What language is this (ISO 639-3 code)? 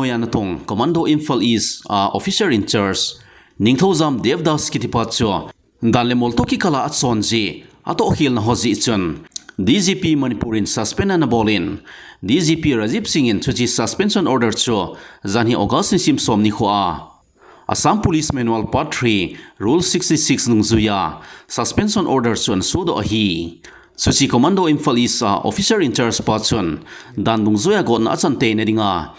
tcz